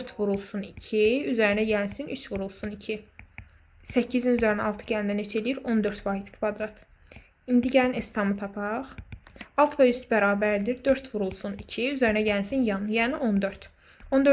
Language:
Azerbaijani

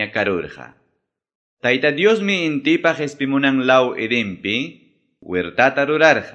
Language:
Quechua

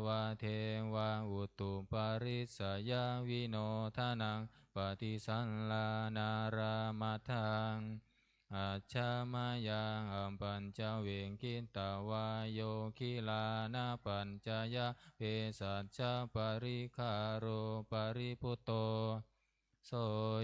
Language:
Pali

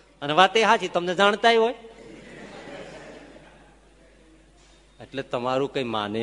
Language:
Gujarati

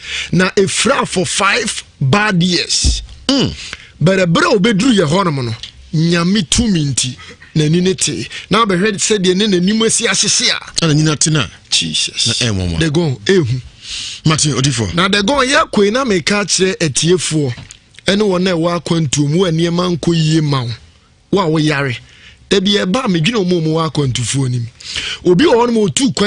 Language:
Akan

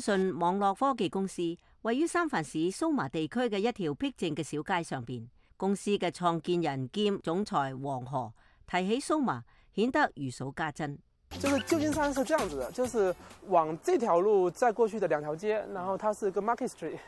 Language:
Cantonese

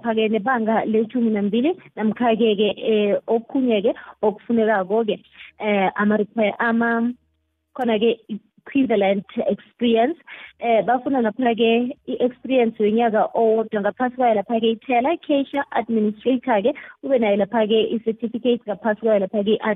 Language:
South Ndebele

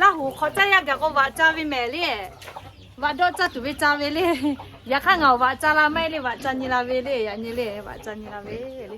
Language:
Lahu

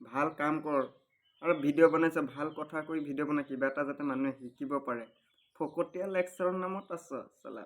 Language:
Assamese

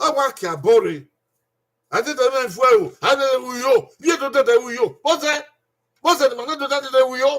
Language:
Bini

